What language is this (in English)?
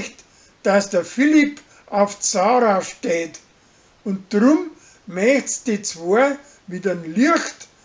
Bavarian